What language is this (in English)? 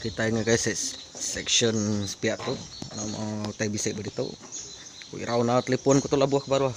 Iban